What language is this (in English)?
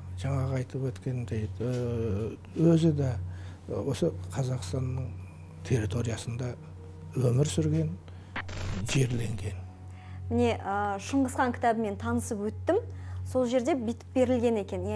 Kazakh